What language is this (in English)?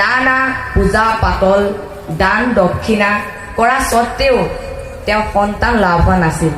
Assamese